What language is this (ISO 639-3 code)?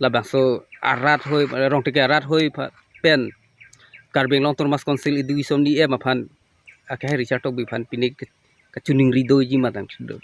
mjw